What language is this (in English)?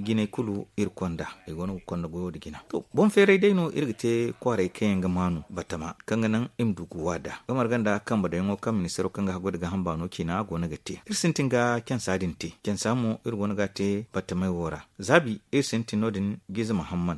Zarma